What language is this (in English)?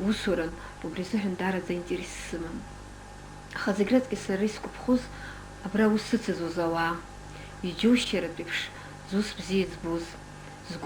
Abkhazian